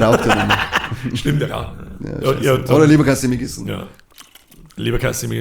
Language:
Bavarian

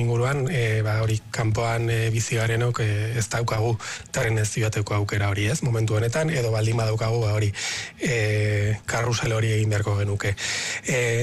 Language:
Basque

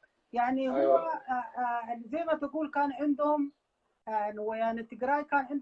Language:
Sudanese Arabic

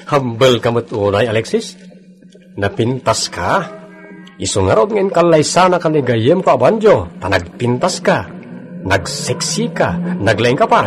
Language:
Iloko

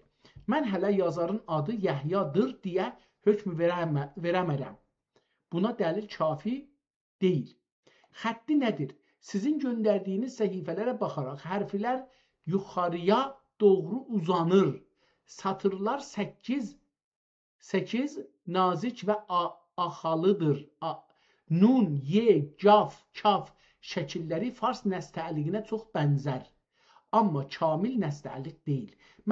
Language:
South Azerbaijani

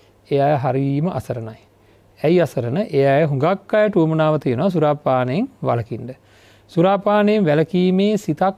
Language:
Sinhala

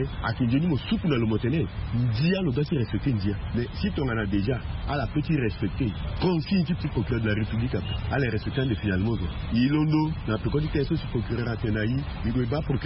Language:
Sango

